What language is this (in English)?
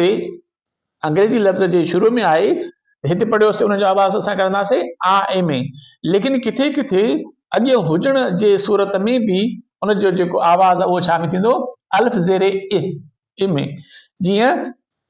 Sindhi